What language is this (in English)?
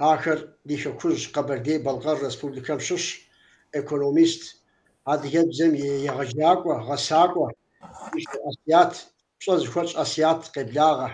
Kabardian